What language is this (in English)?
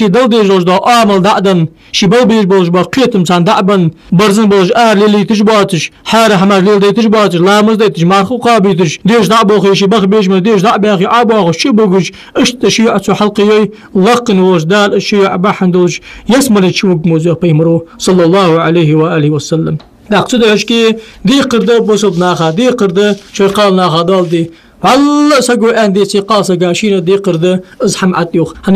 Ingush